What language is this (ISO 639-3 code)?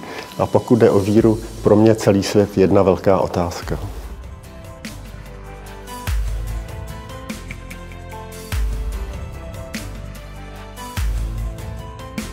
ces